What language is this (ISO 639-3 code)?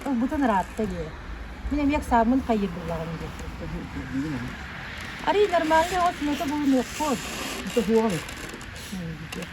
sah